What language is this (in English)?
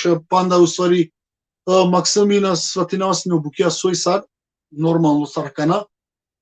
Balkan Romani